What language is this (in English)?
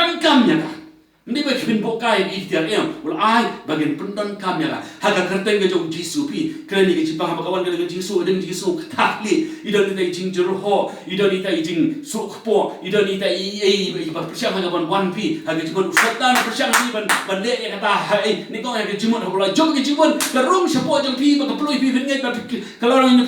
Khasi